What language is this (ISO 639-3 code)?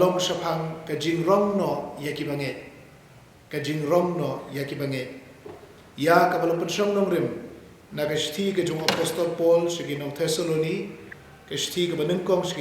kha